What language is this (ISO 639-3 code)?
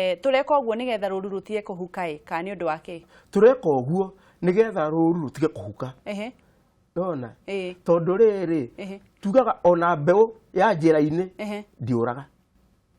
kik